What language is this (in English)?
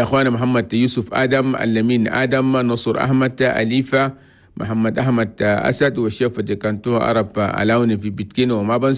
Chadian Arabic